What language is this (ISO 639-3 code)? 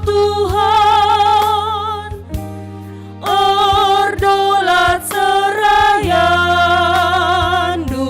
btx